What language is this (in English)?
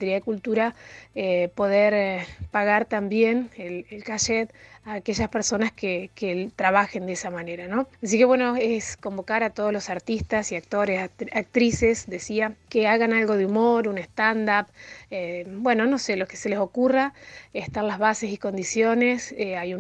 Spanish